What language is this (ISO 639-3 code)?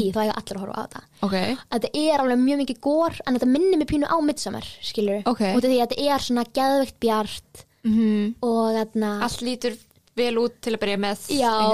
isl